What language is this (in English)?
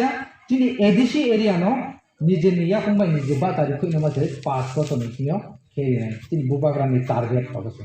Riang (India)